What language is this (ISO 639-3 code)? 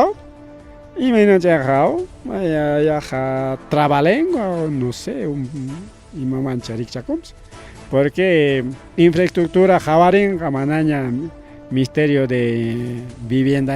quy